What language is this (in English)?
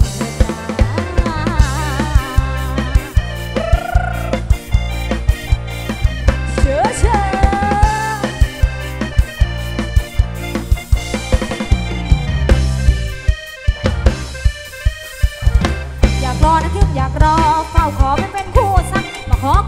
Thai